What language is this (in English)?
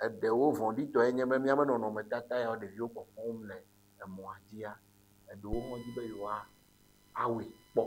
Ewe